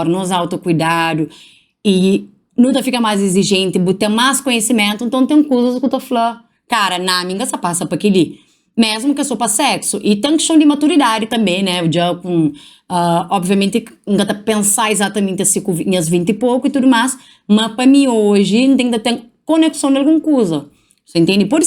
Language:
Kabuverdianu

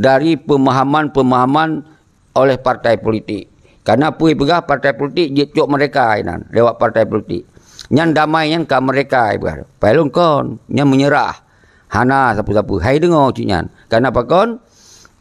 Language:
Achinese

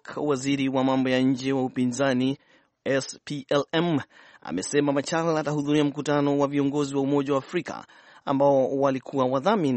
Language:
Swahili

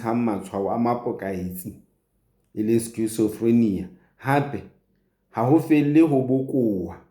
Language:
Southern Sotho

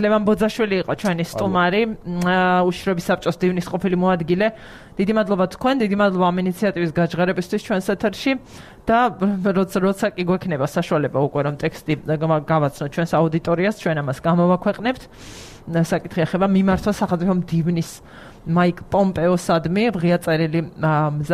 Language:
Georgian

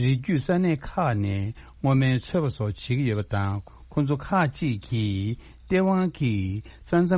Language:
Tibetan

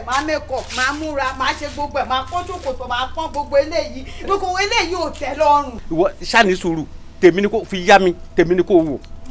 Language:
Yoruba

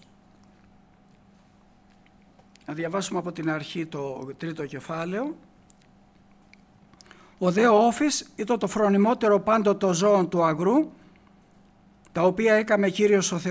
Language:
Greek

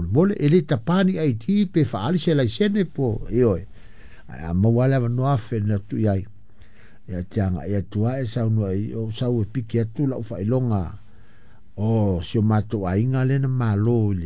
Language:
Samoan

